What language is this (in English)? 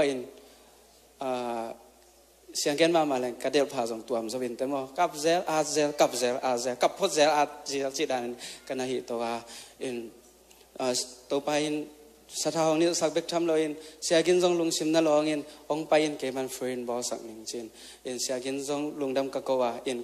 Tedim Chin